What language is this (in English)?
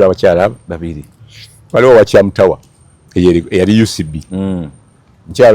Ganda